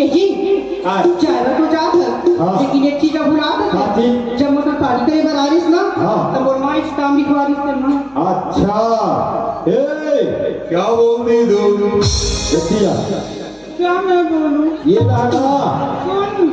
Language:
Chhattisgarhi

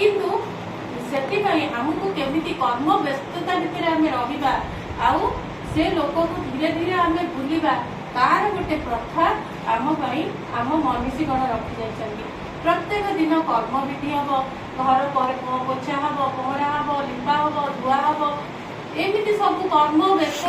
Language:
Odia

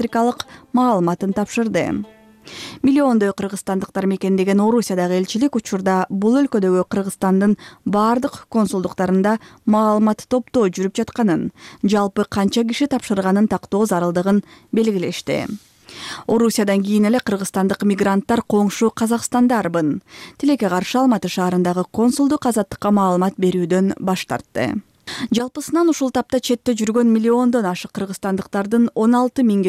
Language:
Kyrgyz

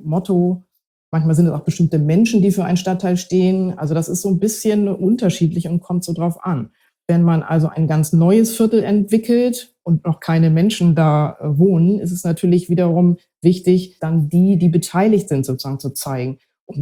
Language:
German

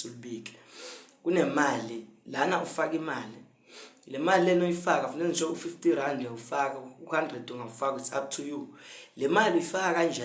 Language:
Zulu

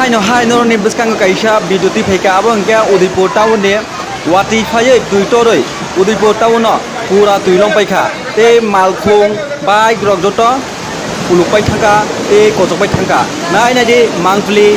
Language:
Kok Borok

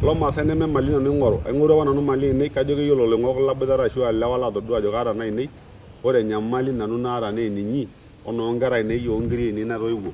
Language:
Masai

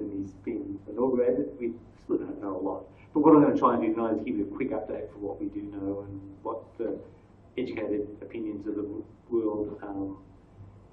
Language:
English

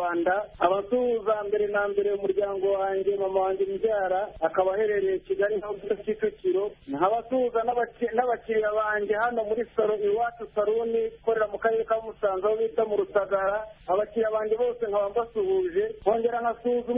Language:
Kinyarwanda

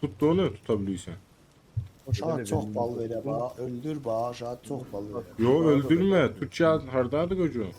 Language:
South Azerbaijani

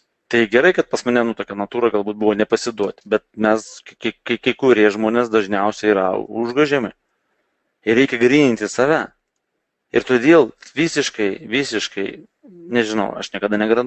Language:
Lithuanian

